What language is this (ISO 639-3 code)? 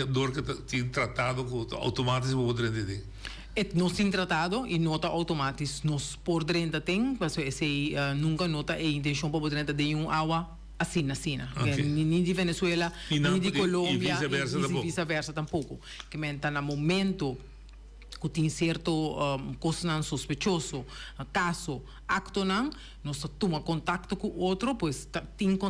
pap